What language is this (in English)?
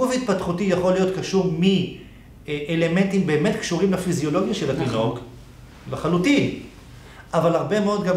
Hebrew